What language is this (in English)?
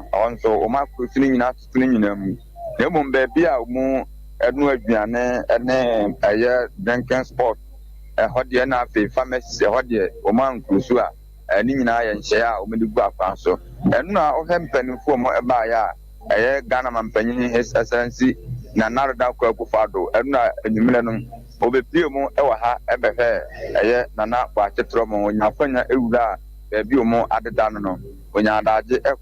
Akan